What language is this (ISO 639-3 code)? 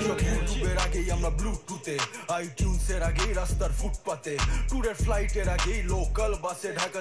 ben